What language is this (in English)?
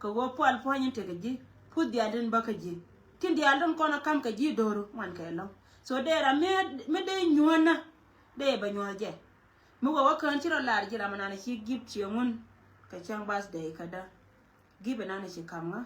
Nuer